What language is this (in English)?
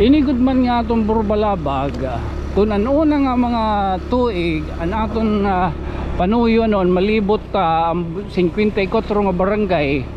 Waray